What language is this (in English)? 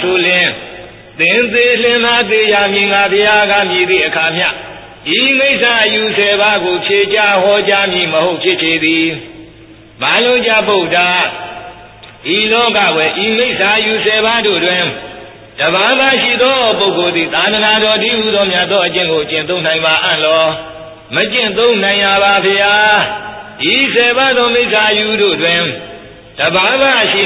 Burmese